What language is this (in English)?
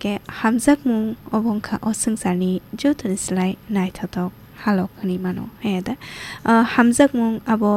Kok Borok